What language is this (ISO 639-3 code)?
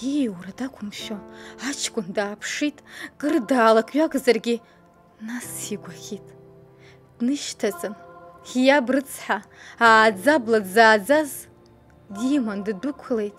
abk